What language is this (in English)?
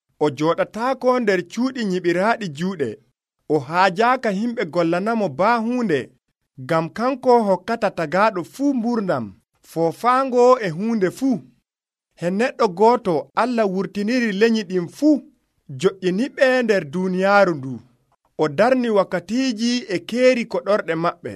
Nigerian Fulfulde